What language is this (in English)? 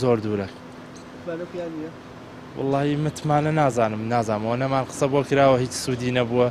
Central Kurdish